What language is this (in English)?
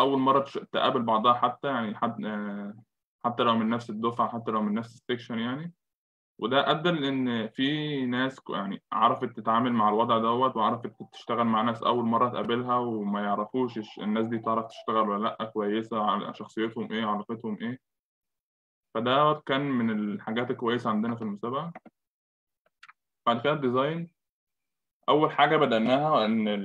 Egyptian Arabic